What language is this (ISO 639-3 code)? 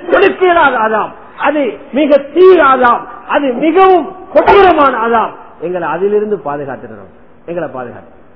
tam